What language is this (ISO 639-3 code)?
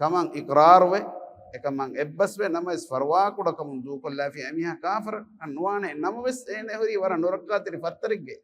div